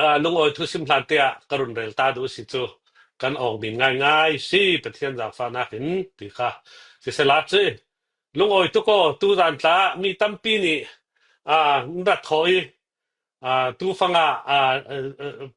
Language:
Falam Chin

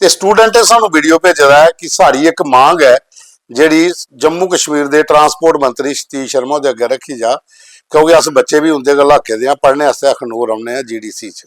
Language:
Dogri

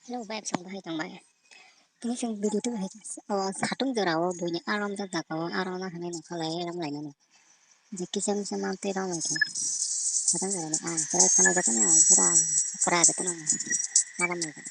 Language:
Kok Borok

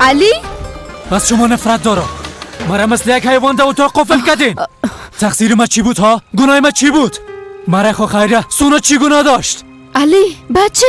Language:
Persian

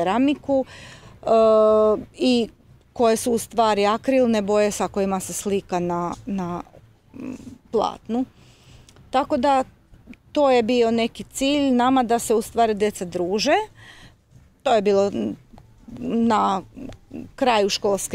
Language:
Serbian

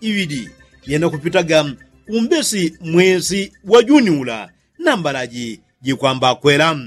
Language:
Yao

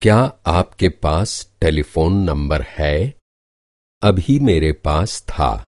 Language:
Kyrgyz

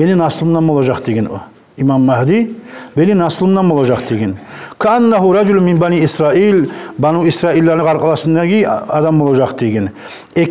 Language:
Kumyk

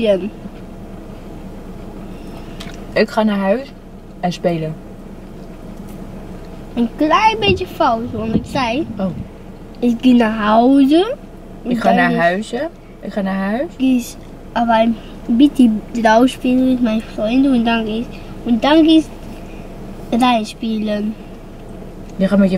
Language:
Dutch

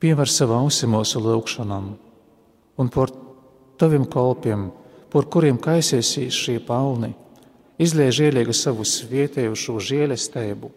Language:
Latvian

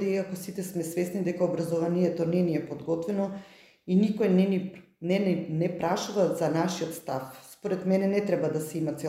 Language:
Macedonian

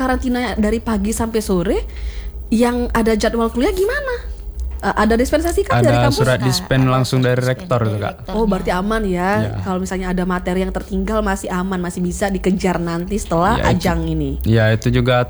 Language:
Indonesian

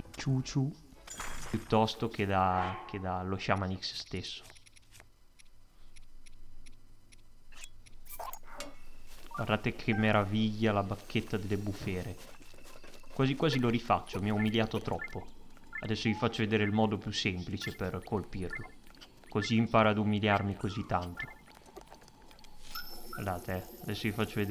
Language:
Italian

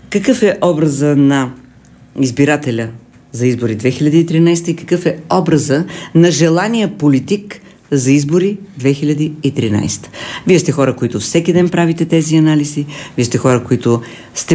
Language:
Bulgarian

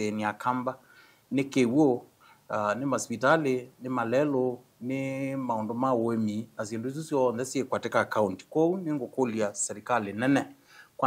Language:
Kamba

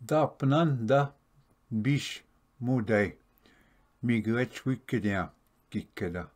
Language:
Ojibwa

